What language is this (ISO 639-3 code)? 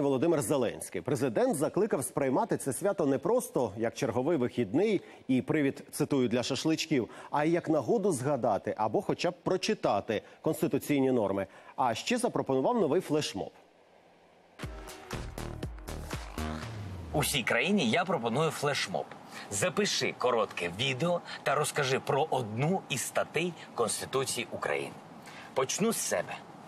ukr